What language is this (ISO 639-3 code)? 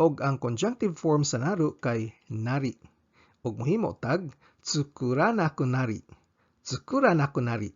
ceb